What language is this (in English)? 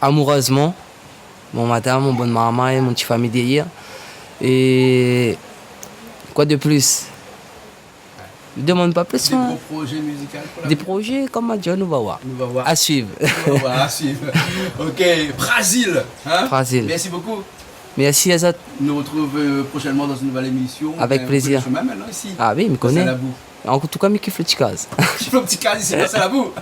Réunion Creole French